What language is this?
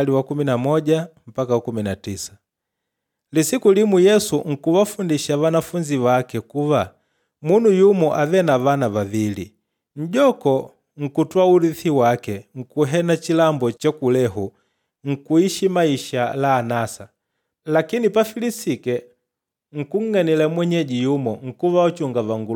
Makonde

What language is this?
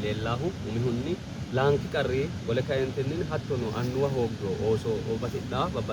Sidamo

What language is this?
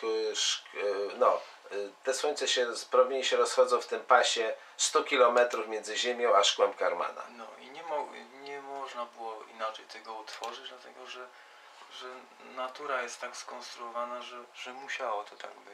Polish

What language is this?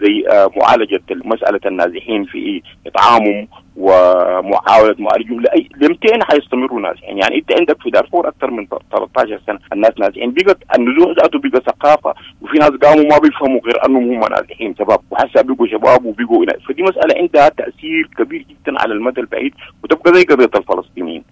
Sudanese Arabic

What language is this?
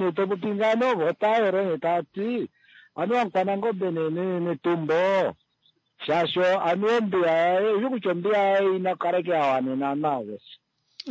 Kuanyama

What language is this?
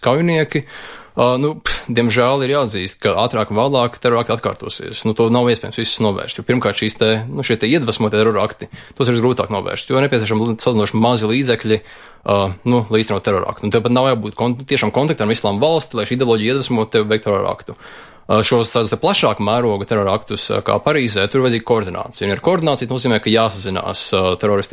Latvian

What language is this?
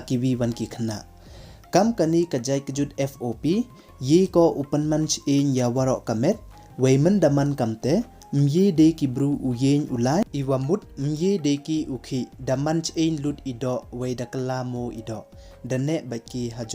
Pnar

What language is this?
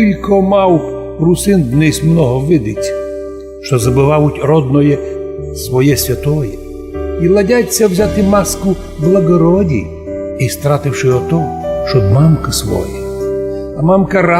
Rusyn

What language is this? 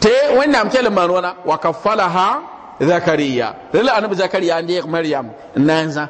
Mossi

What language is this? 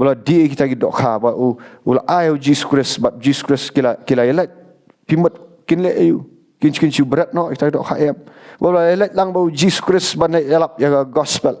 Khasi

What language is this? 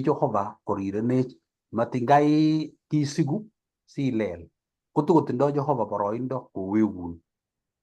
Kalenjin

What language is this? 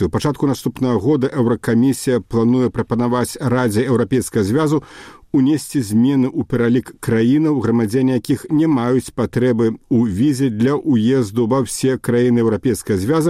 Belarusian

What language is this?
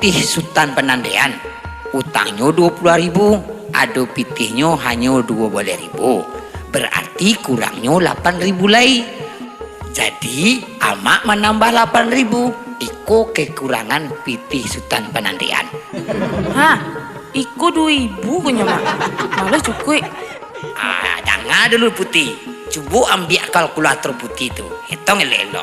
Minangkabau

